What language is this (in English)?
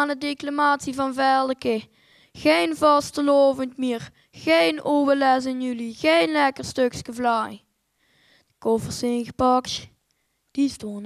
Limburgish